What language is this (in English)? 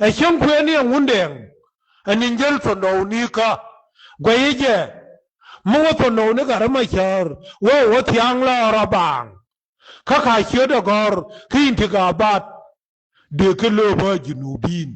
Nuer